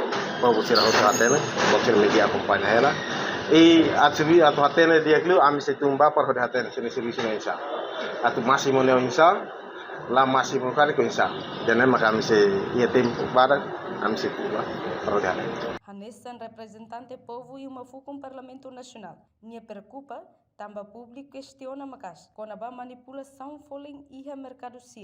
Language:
Tetum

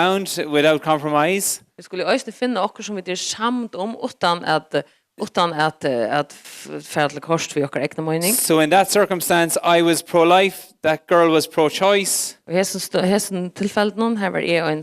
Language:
Faroese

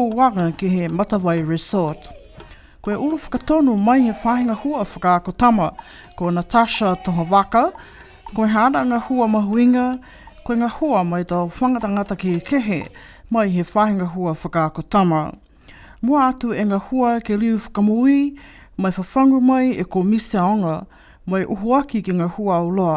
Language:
Niuean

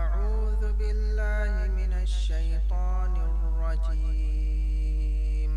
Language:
Divehi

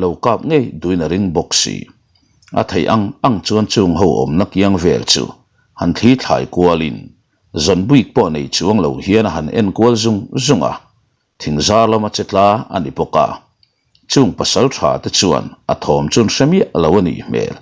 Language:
Mizo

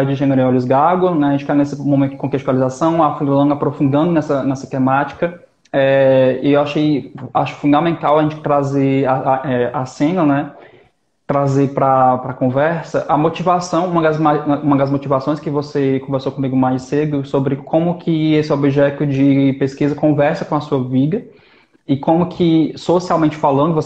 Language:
Portuguese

